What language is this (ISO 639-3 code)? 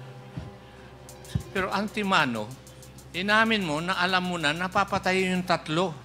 fil